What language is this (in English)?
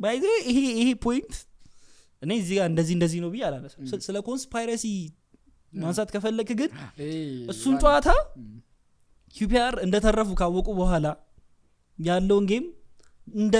Amharic